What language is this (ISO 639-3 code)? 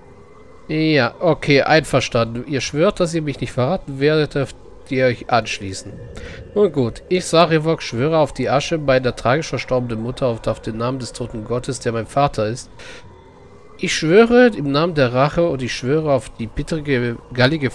deu